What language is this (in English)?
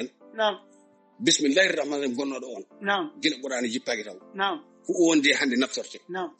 Fula